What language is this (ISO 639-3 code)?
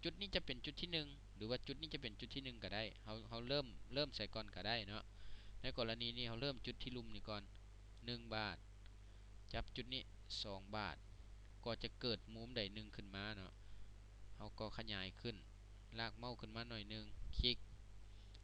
lao